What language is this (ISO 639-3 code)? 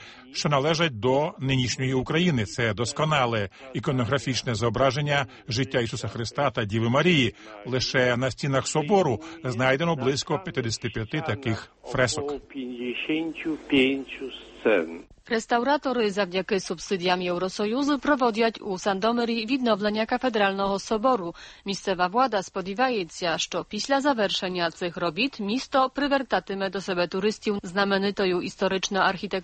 ukr